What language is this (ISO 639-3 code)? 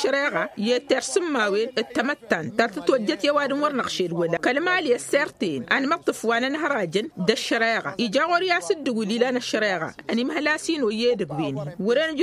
taq